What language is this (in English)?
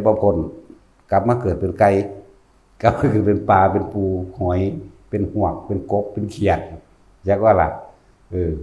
Northeastern Thai